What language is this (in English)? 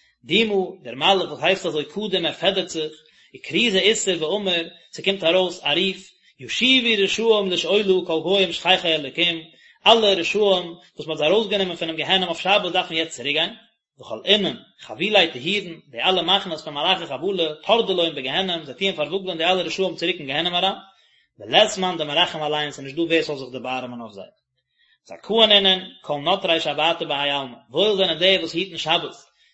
Yiddish